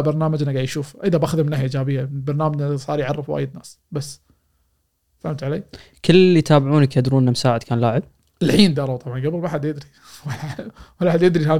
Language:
Gulf Arabic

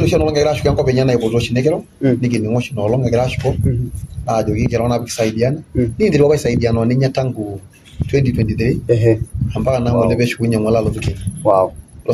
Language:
Masai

